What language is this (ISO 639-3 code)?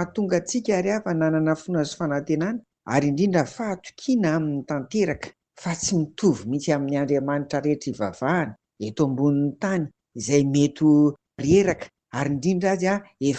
mlg